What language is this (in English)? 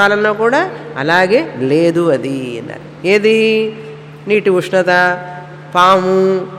Telugu